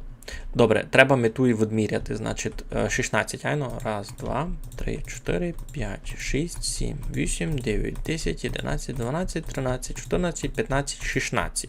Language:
Rusyn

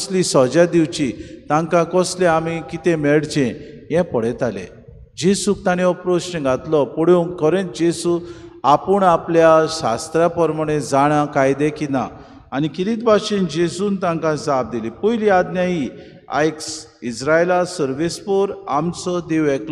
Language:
Konkani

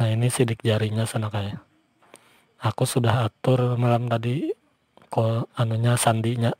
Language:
Banjar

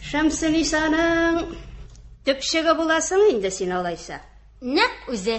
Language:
Tatar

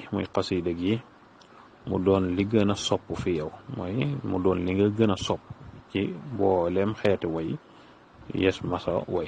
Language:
Wolof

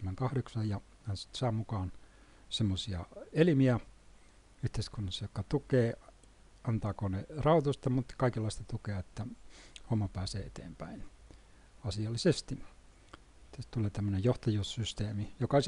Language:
Finnish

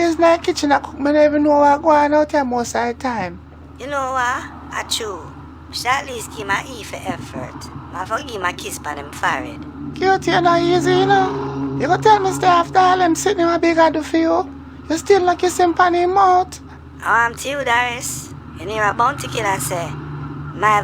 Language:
Jamaican Creole English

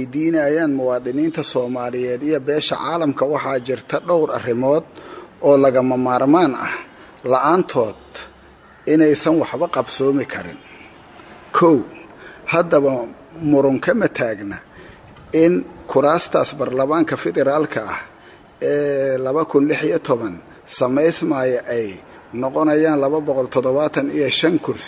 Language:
Somali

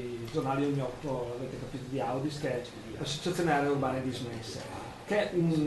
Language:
Italian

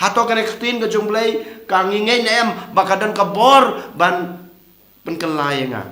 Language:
Khasi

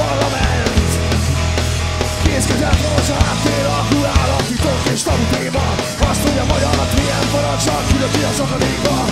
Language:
Hungarian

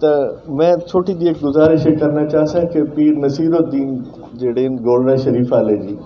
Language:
Saraiki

